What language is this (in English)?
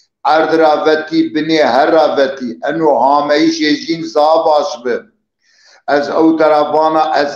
Zaza